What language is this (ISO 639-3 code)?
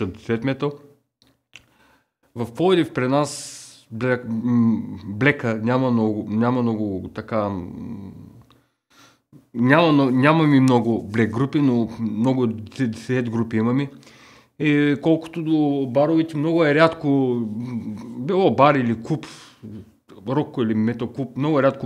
bul